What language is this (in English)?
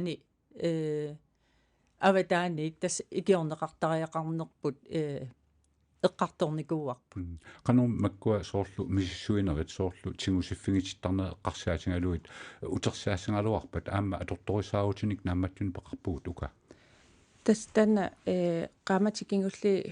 Kalaallisut